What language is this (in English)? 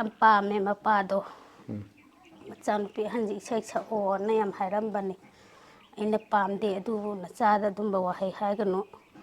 Manipuri